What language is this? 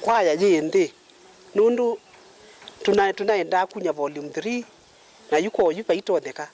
Kamba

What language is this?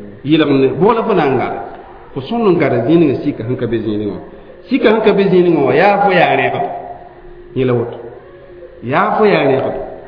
Mossi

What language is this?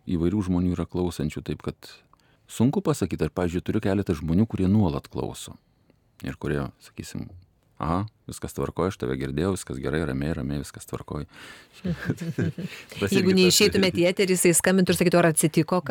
Lithuanian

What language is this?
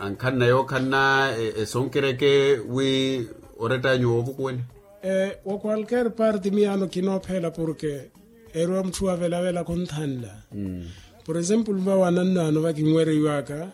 Makhuwa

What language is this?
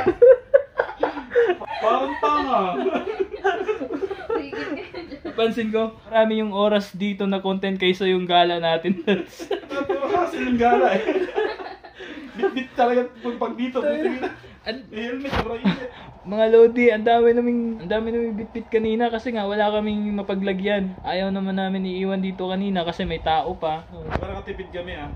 Filipino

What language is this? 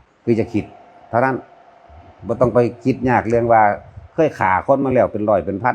Northeastern Thai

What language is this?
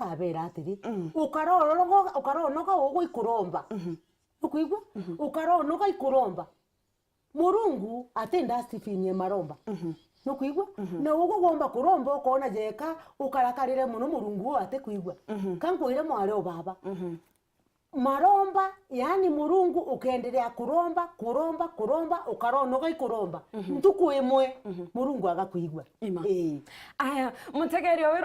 Meru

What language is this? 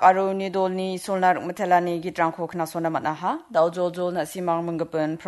Garo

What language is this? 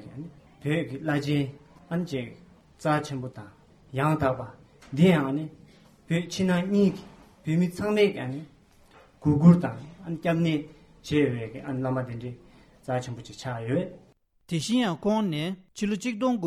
Tibetan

